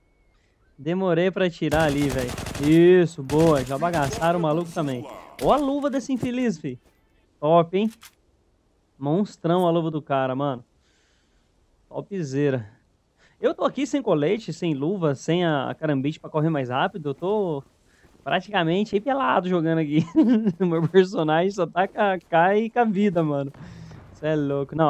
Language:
Portuguese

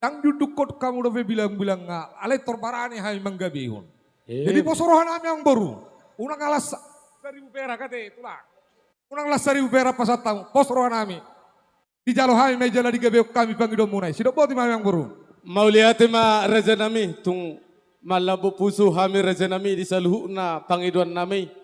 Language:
Batak Toba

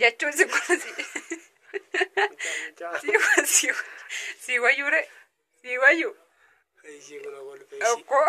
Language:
Oromo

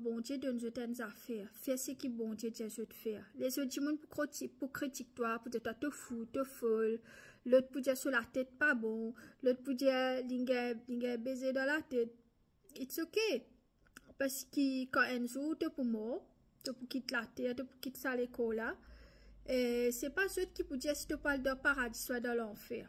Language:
Morisyen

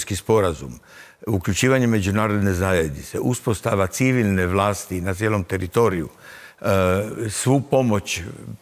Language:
Croatian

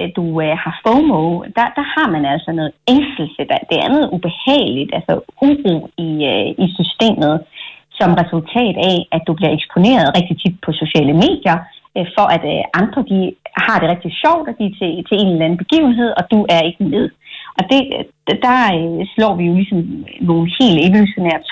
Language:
Danish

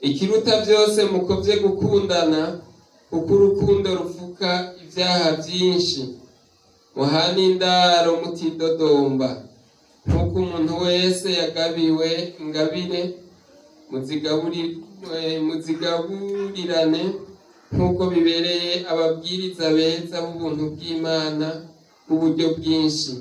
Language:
Rundi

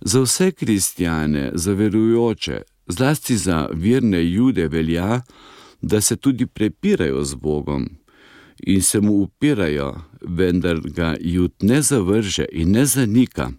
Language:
Slovenian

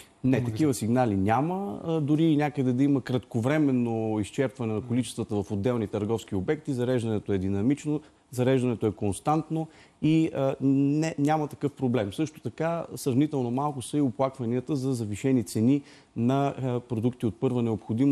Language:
Bulgarian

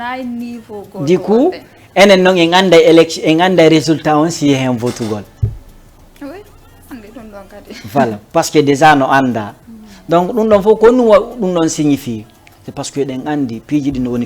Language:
Fula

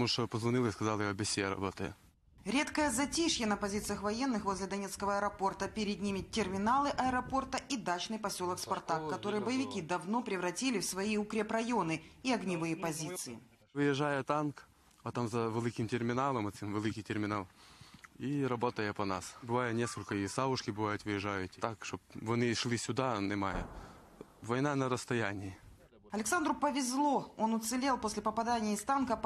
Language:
Russian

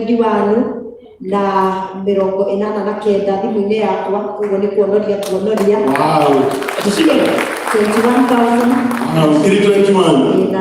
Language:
Kikuyu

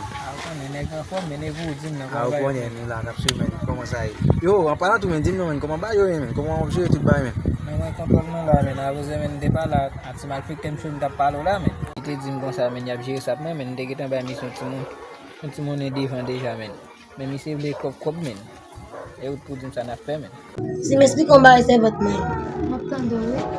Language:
Haitian Creole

